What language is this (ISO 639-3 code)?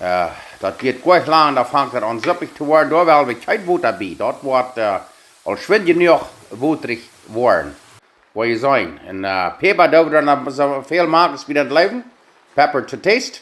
pdt